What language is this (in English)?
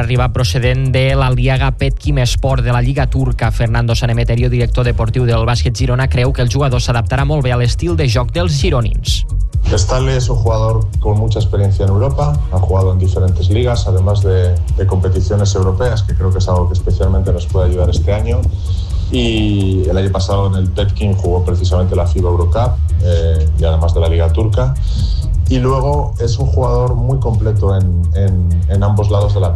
Catalan